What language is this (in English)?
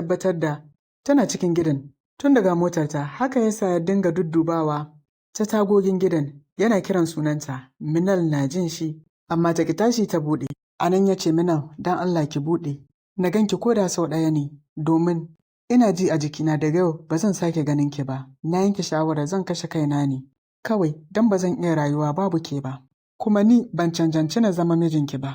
Hausa